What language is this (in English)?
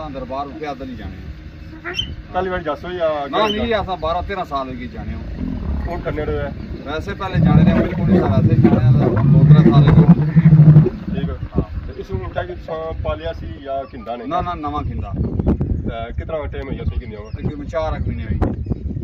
Pahari-Potwari